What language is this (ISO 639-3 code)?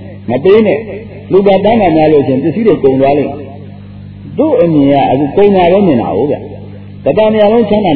mya